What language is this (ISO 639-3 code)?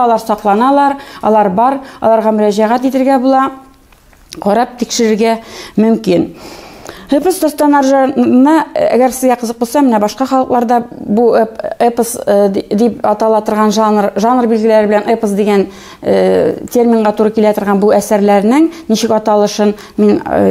tat